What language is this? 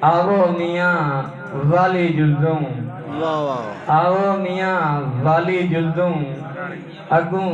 Saraiki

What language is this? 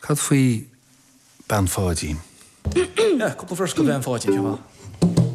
Irish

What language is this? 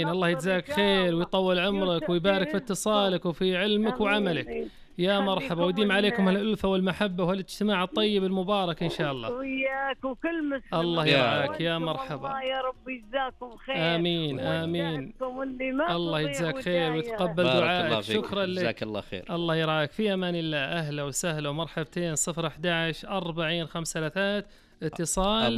Najdi Arabic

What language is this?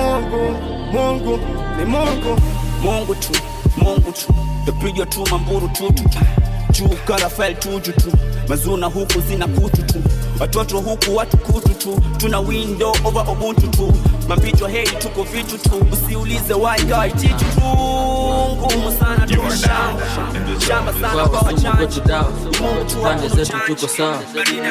Swahili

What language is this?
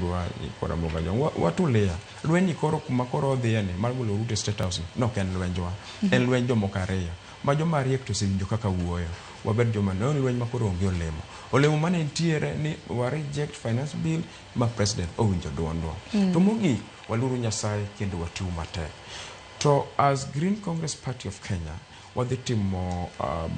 Luo (Kenya and Tanzania)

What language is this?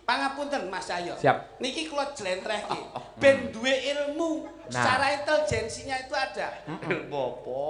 Javanese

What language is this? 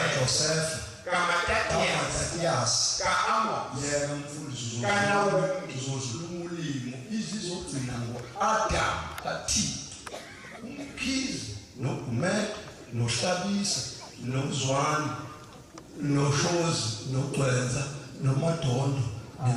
Zulu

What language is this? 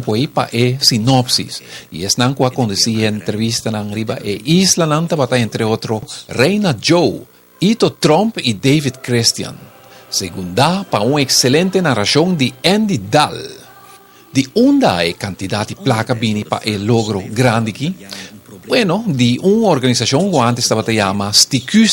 Papiamento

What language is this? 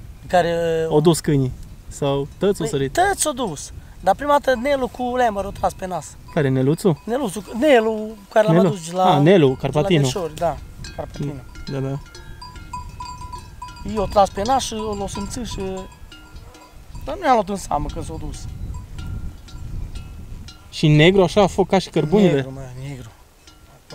Romanian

